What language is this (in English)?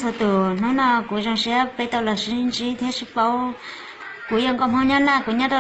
Hmong